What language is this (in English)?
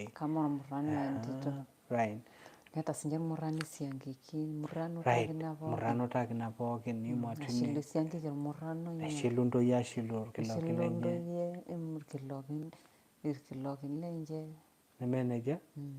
Masai